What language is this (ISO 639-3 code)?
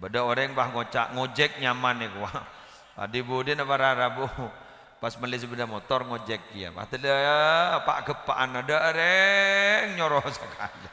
mad